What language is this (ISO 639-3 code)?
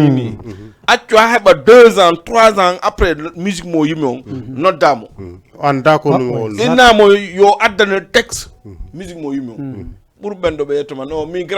ful